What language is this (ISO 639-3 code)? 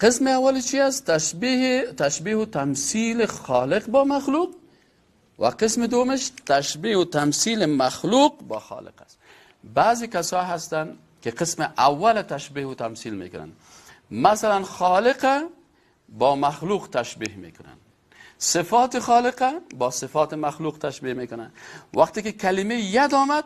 fas